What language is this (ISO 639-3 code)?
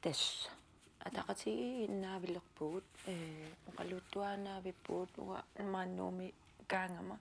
kal